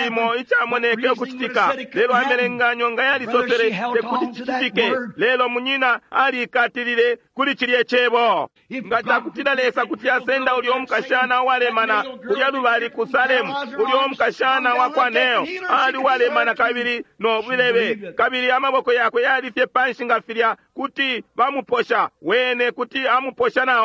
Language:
Bemba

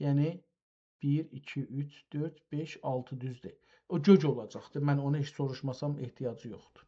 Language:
South Azerbaijani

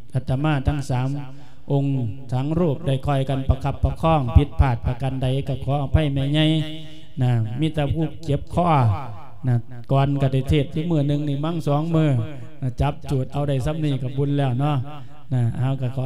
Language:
Lao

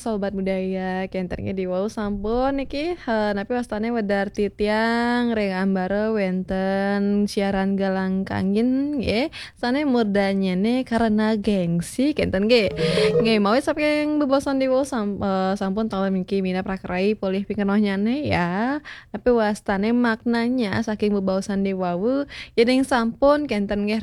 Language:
Balinese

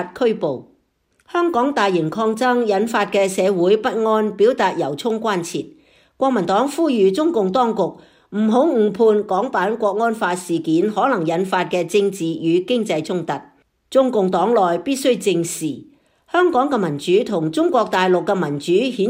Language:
Cantonese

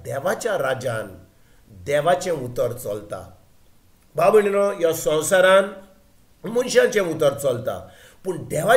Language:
Konkani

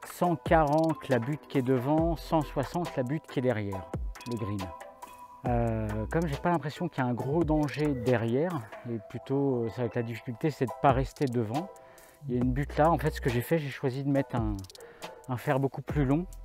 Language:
French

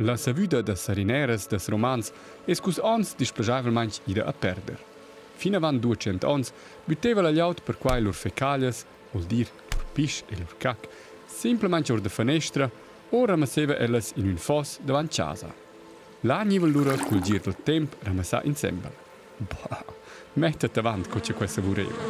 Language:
Romansh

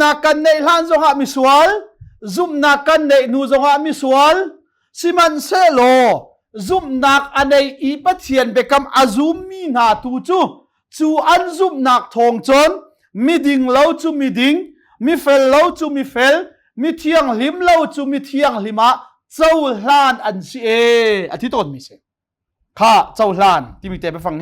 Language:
Hakha Chin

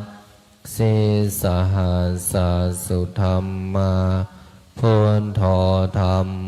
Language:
Pali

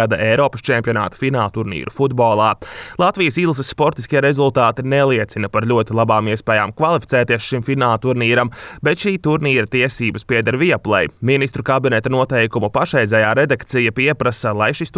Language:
Latvian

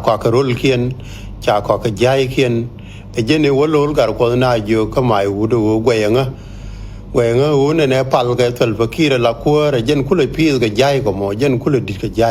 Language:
Nuer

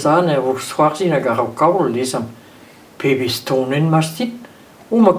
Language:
Breton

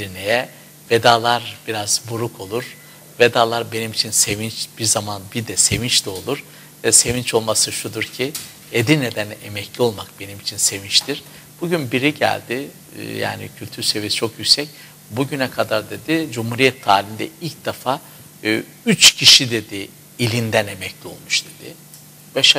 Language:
Turkish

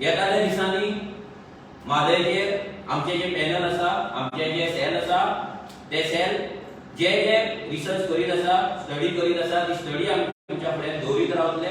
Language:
Konkani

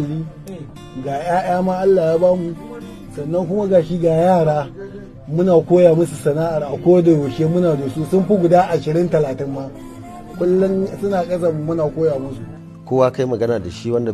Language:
Hausa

